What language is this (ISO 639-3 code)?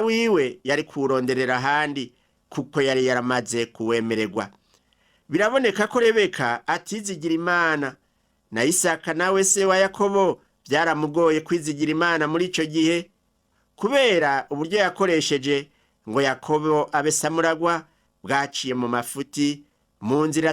run